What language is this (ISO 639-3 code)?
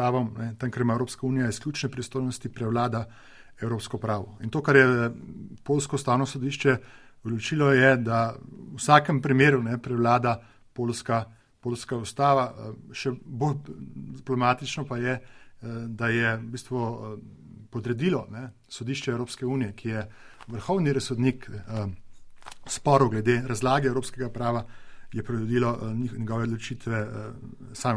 slv